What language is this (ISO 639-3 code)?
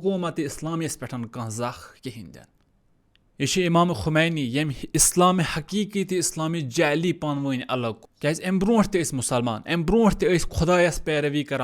kas